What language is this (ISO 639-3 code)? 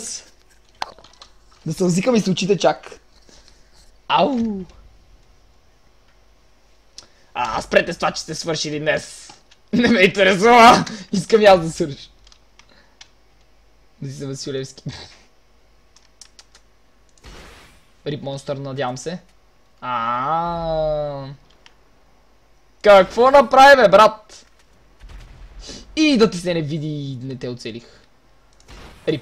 bul